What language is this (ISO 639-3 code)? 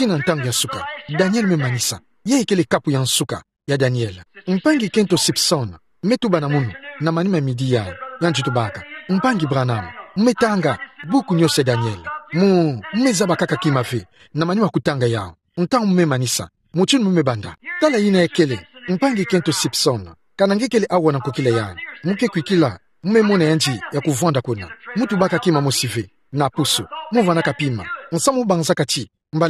ktu